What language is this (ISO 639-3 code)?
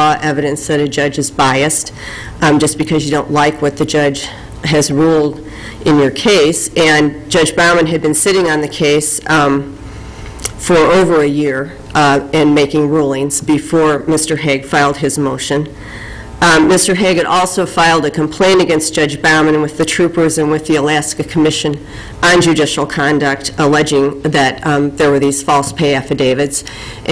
eng